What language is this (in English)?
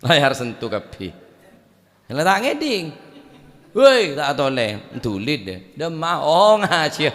Madurese